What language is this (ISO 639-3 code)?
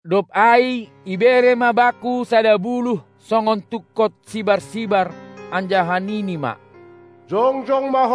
bts